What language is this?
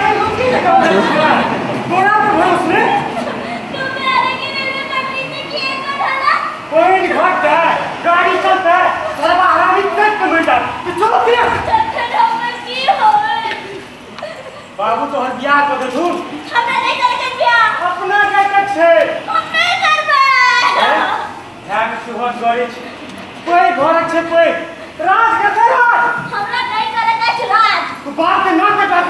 Maithili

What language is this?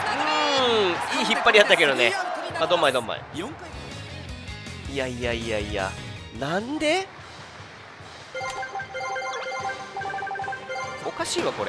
Japanese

